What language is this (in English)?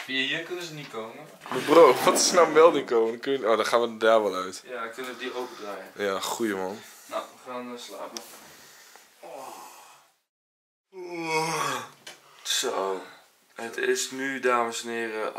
Dutch